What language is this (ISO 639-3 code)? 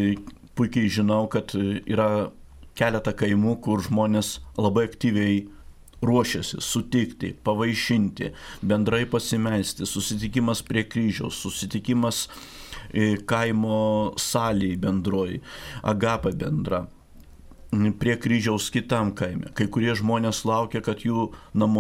lit